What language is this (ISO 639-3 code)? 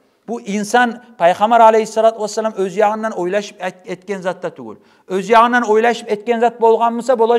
kum